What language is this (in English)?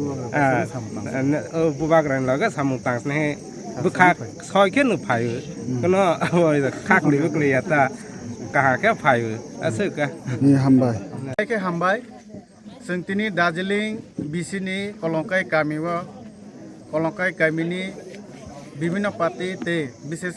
Kok Borok